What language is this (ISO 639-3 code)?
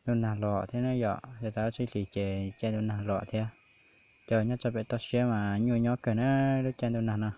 hmn